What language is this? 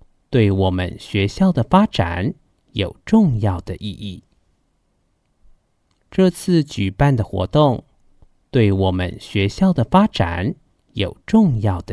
Hakka Chinese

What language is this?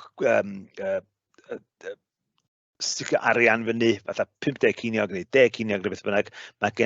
Welsh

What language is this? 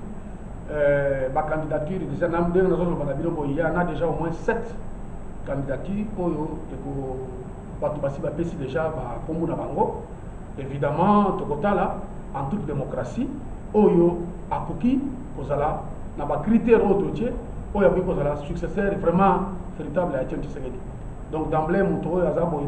Lingala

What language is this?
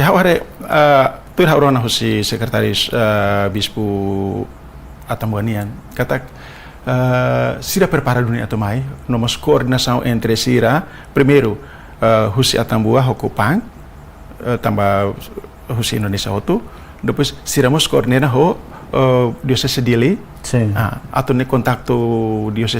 Tetum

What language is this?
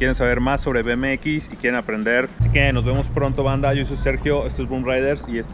Spanish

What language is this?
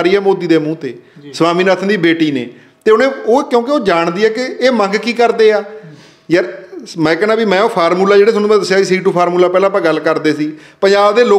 Punjabi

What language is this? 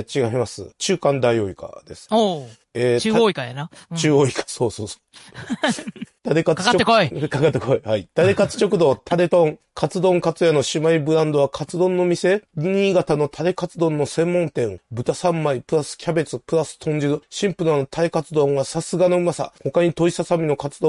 Japanese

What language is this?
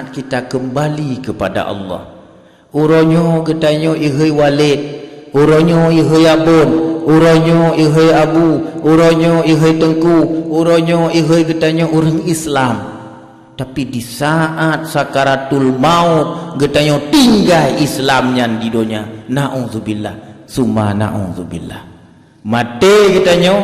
Achinese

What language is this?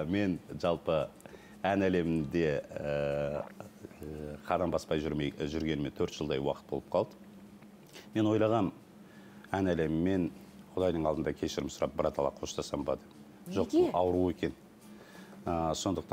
Kazakh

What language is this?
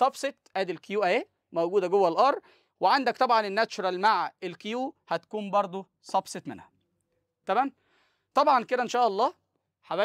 Egyptian Arabic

